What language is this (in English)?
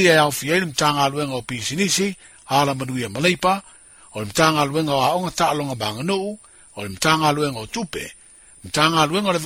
Samoan